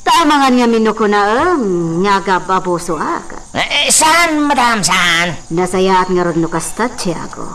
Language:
Iloko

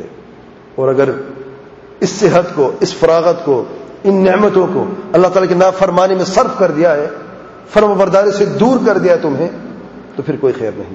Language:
Urdu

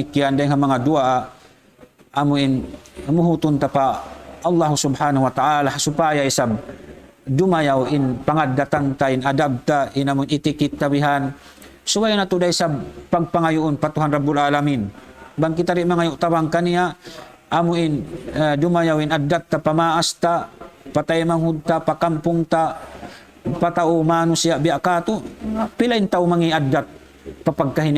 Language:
Tausug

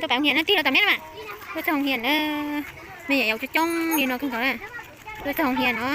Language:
Hmong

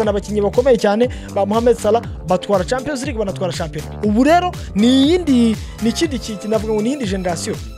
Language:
Kinyarwanda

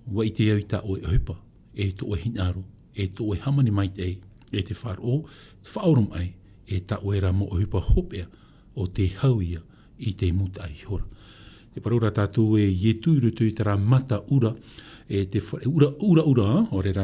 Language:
Tahitian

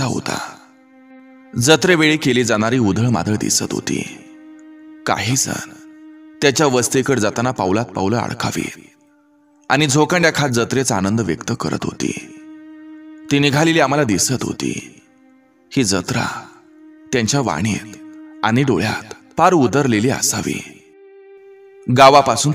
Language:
Marathi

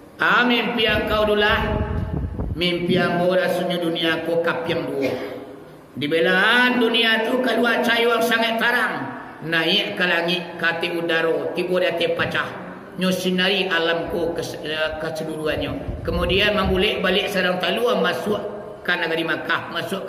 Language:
Minangkabau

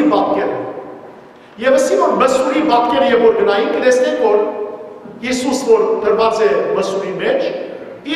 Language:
Western Armenian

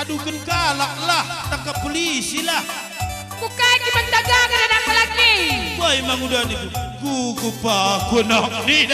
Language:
Batak Karo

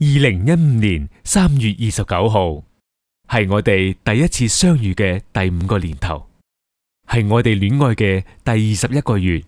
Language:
Cantonese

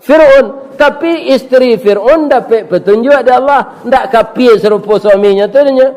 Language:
Minangkabau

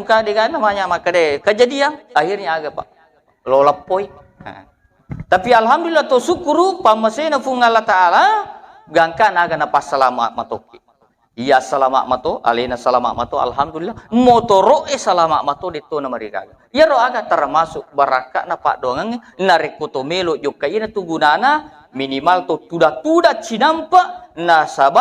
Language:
Buginese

